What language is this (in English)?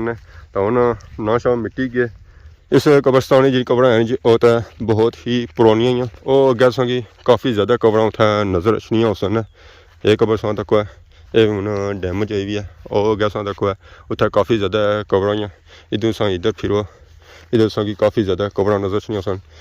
Pahari-Potwari